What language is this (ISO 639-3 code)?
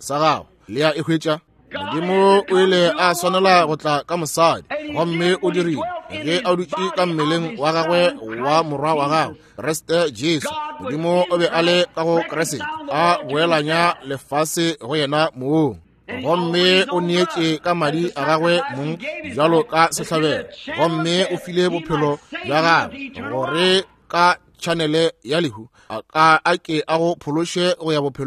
nso